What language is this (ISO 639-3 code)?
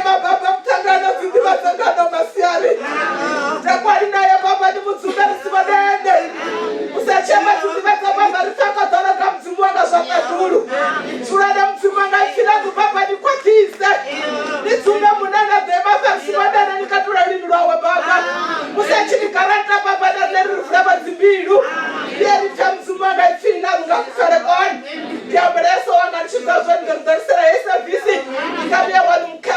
ven